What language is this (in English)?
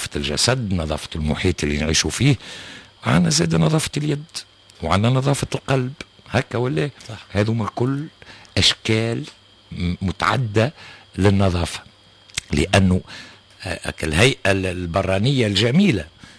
Tunisian Arabic